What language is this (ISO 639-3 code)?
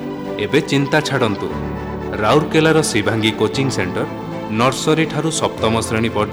ori